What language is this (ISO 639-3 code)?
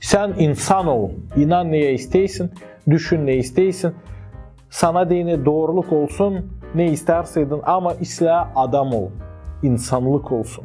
gag